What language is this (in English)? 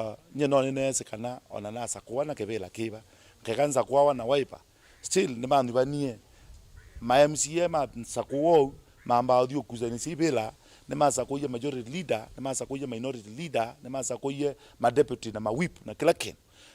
Kamba